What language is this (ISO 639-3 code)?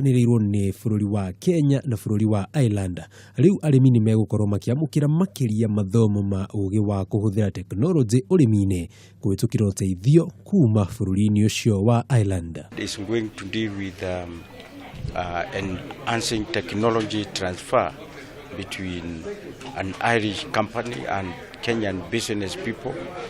kik